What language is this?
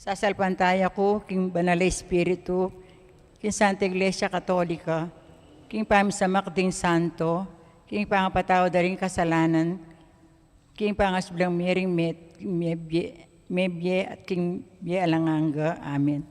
Pampanga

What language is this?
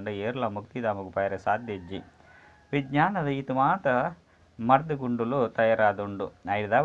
Tulu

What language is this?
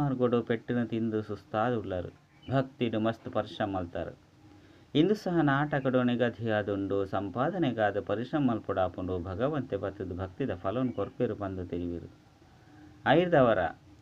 Tulu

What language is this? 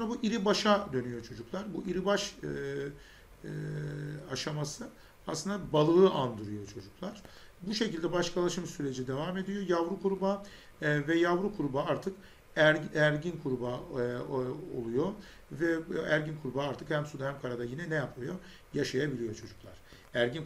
Turkish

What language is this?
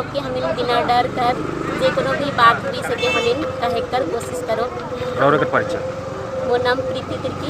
Sadri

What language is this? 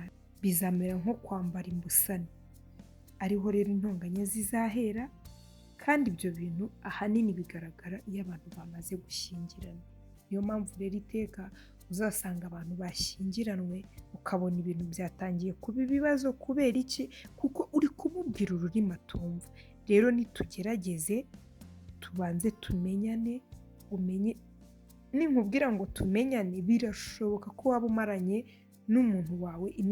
Kinyarwanda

